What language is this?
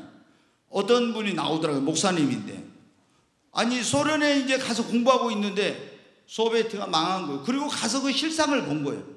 Korean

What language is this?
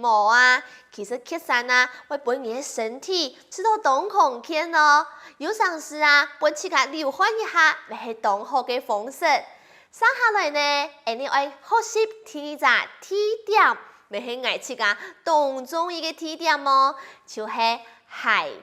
Hakka Chinese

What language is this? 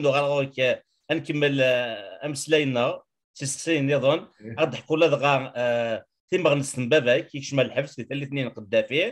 Kabyle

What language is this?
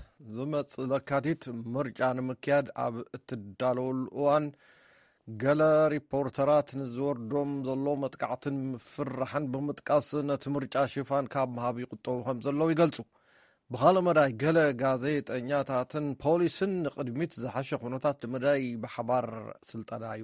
Tigrinya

